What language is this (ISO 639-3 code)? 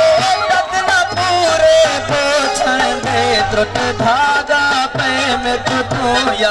skr